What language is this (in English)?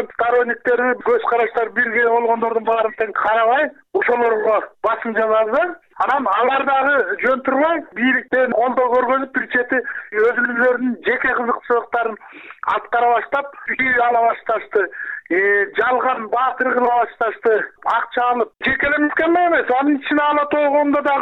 Kyrgyz